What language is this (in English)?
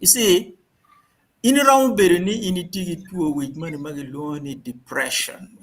Acoli